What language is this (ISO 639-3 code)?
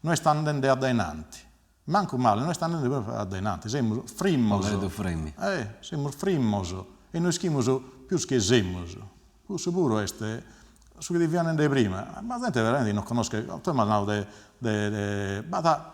srd